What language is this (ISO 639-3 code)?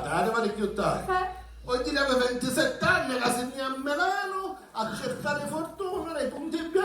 scn